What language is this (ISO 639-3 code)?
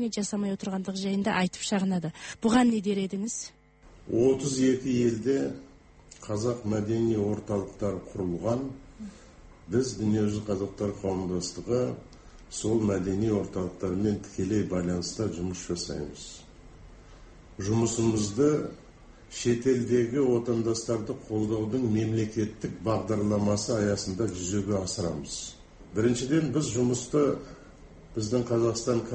kaz